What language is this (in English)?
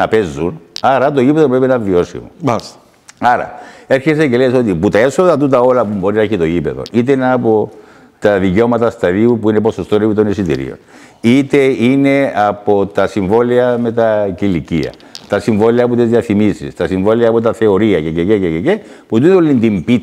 Greek